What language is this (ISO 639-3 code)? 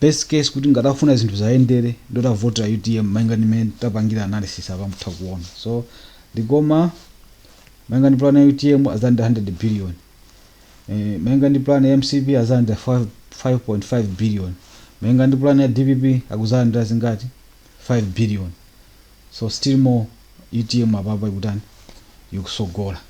nya